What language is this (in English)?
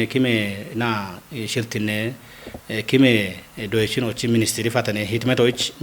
Kafa